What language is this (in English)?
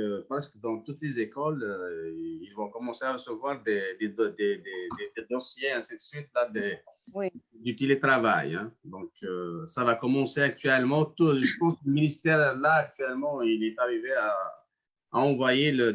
Kabyle